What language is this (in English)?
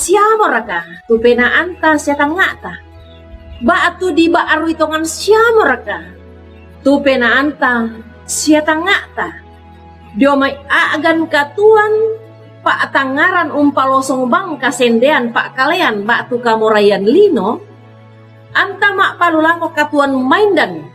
Toraja-Sa'dan